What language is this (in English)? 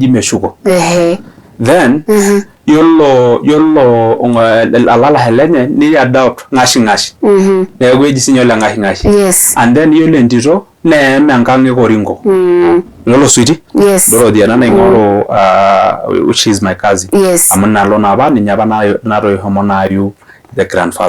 Masai